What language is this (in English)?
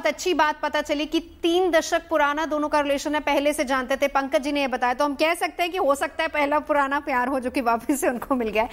Hindi